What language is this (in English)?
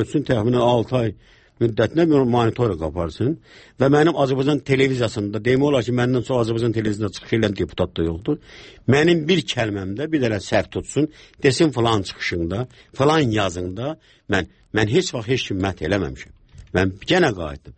Azerbaijani